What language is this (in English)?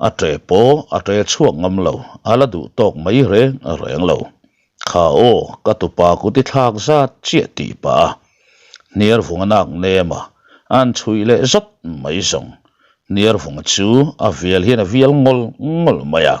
Mizo